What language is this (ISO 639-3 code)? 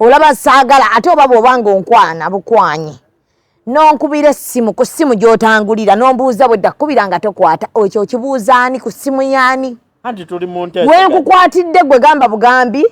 lug